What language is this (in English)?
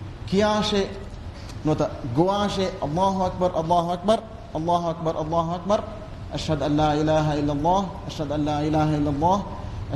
Divehi